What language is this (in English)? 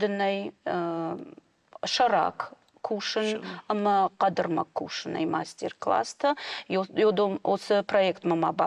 Ossetic